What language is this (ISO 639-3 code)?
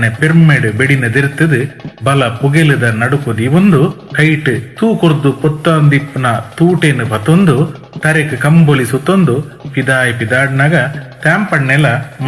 tcy